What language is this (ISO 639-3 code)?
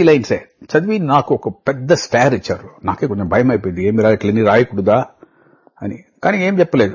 tel